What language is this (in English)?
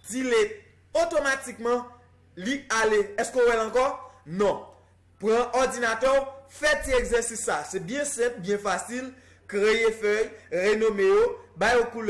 Haitian Creole